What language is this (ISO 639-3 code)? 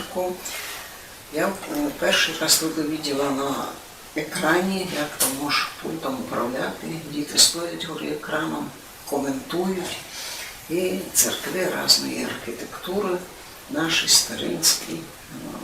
rue